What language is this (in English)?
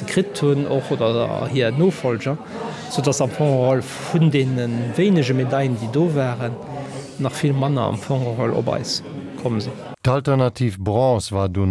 Luxembourgish